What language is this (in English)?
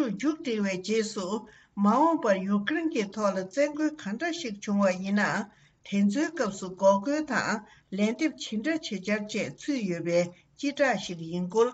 Tibetan